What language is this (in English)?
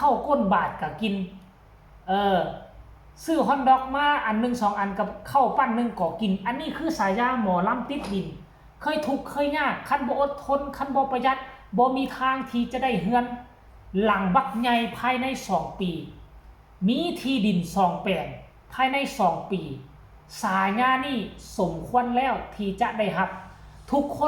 Northeastern Thai